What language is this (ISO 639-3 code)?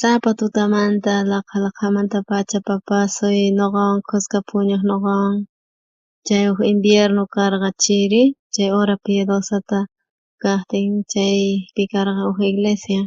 quh